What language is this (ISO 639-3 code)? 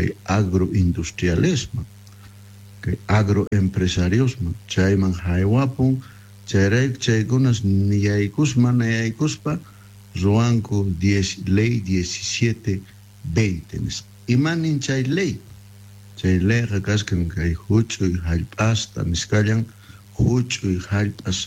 quh